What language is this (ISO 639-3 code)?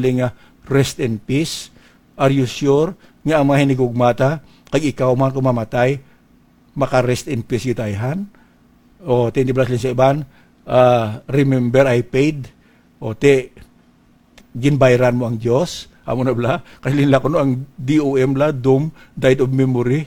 hil